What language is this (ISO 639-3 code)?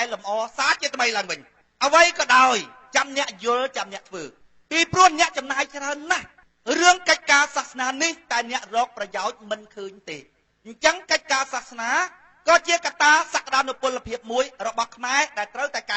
khm